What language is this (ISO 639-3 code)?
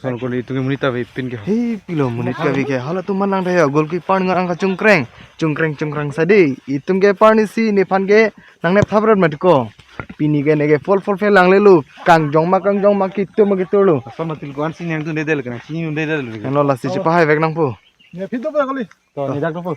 mjw